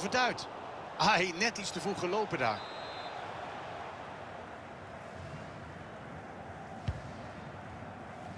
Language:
Dutch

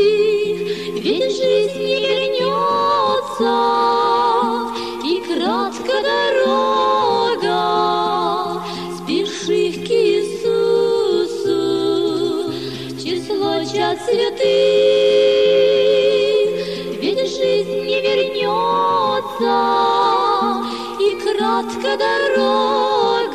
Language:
Russian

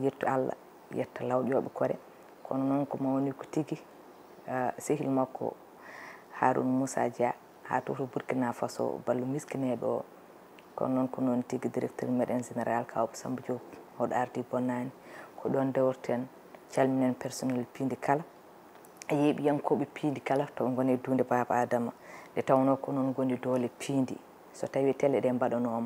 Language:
Fula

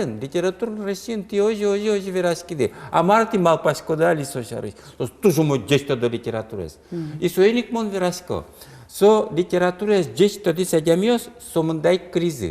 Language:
Udmurt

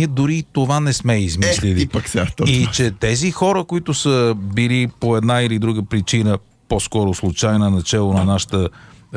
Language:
Bulgarian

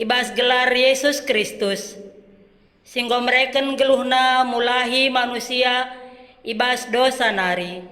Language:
Batak Karo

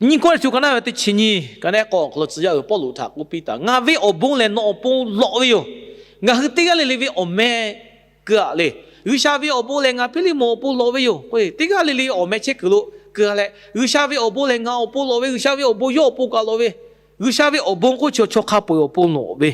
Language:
Lahu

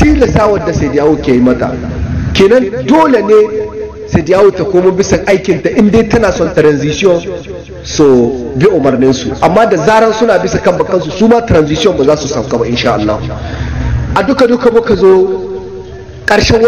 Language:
Hausa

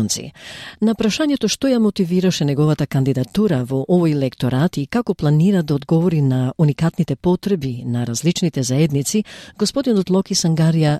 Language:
Macedonian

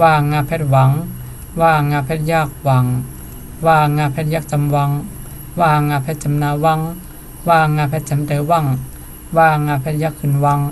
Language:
Shan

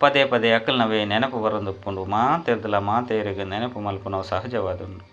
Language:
Tulu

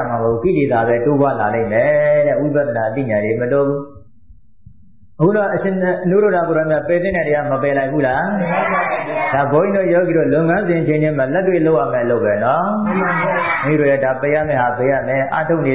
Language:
Burmese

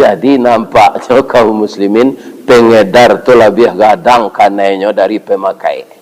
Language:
Minangkabau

